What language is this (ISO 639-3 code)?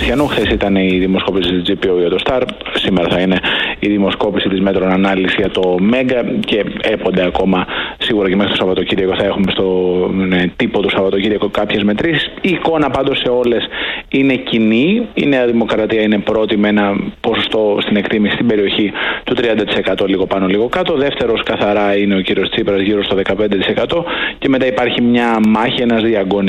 ell